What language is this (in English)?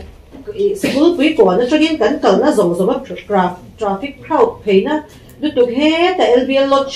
Mizo